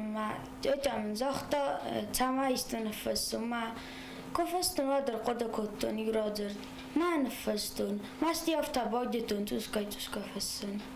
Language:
Ossetic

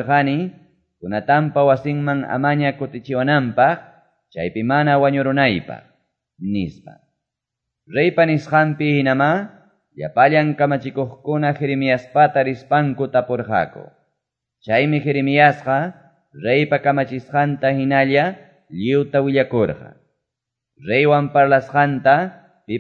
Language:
Quechua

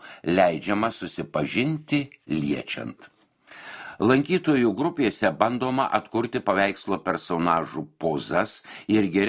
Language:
Lithuanian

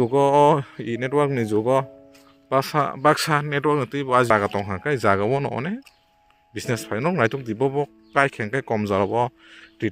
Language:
Kok Borok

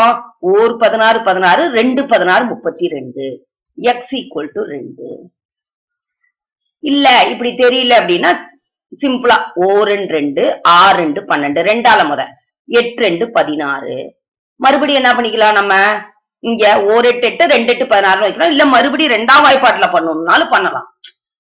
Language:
Tamil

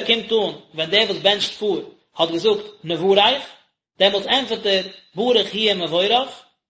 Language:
Yiddish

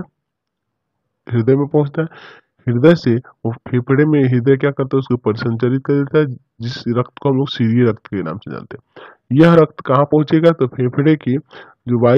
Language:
Hindi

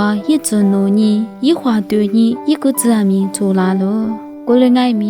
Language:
Lisu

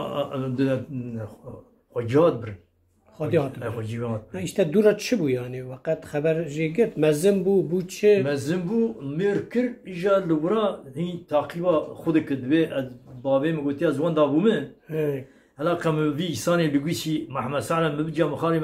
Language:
Kurdish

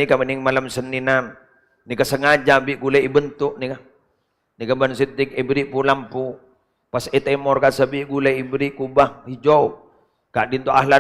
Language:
Madurese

